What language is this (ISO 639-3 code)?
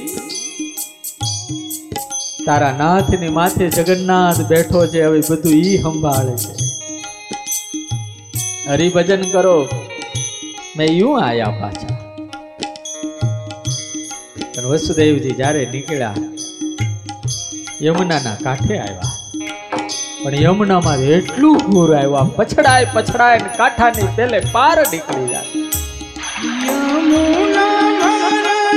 guj